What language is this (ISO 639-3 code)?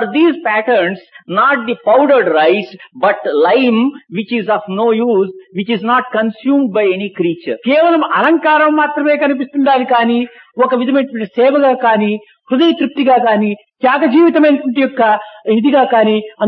tel